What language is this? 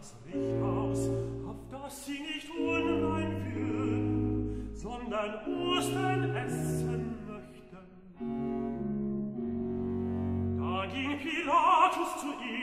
German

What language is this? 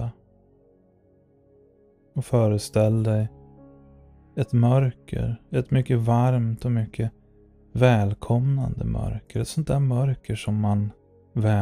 Swedish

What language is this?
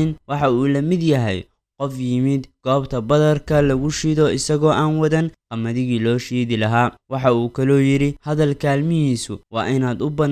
Somali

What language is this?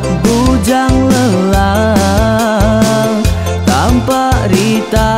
Iban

